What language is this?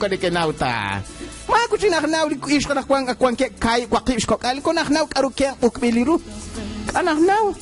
Kekchí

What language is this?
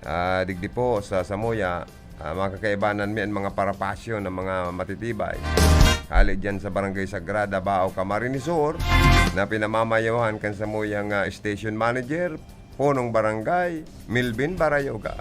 Bikol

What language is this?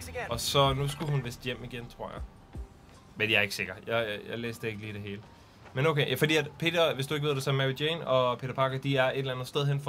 Danish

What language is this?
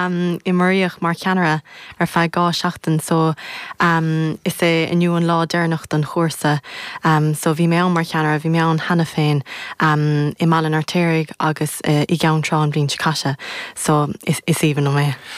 Irish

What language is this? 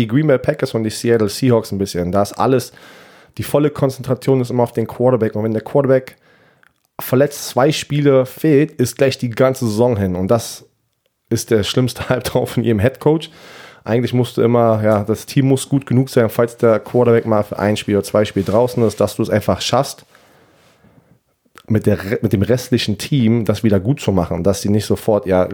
German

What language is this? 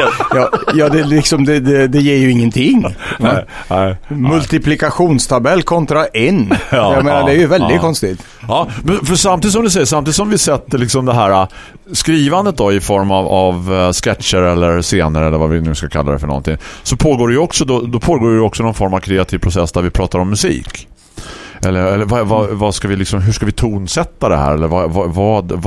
Swedish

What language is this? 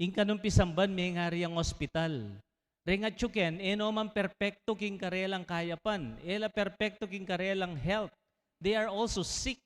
Pampanga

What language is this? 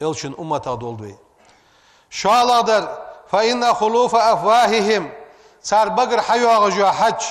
Ingush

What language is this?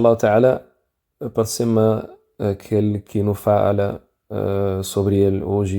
Kabuverdianu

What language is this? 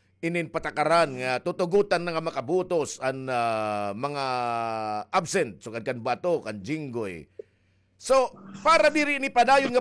Waray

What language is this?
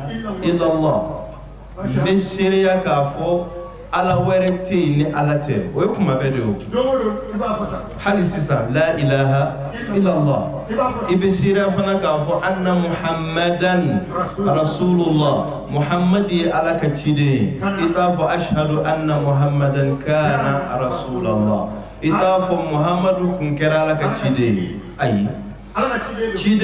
Bambara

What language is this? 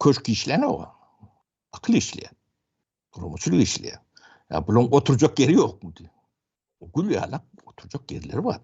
Turkmen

